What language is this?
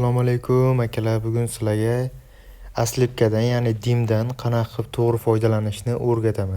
Uzbek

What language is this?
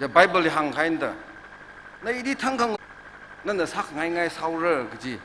Tangkhul Naga (India)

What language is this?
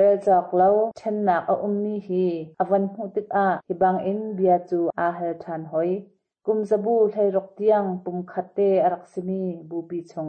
Hakha Chin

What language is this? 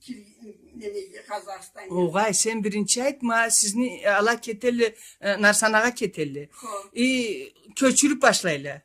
Karachay-Balkar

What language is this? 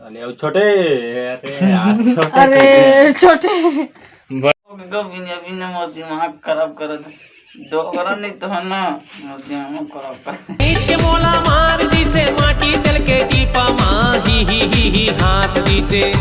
Chhattisgarhi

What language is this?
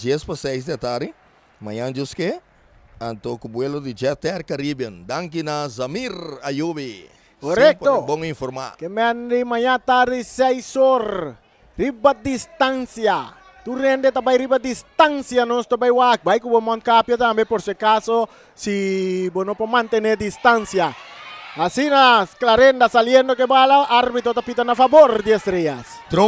Papiamento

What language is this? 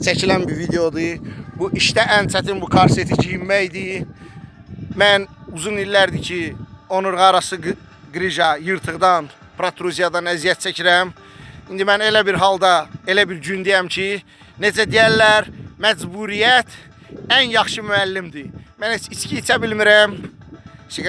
Azerbaijani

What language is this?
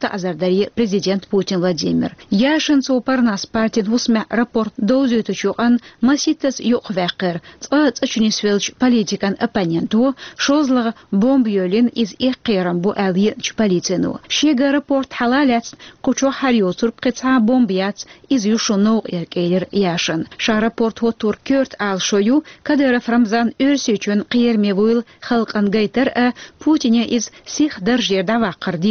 Chechen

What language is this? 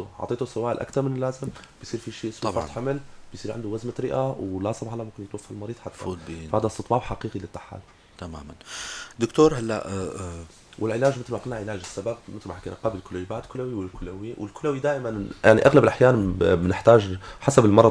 North Levantine Arabic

